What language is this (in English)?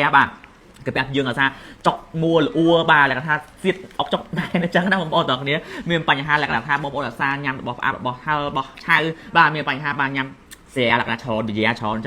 Khmer